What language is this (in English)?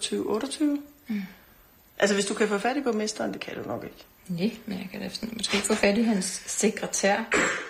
Danish